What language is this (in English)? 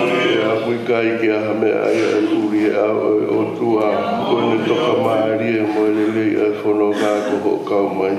Tongan